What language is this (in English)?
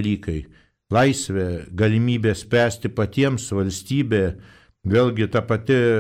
Lithuanian